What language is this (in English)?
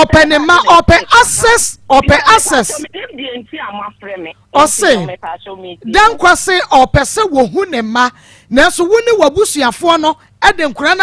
Akan